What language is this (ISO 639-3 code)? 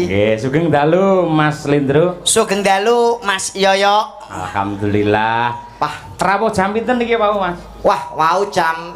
jav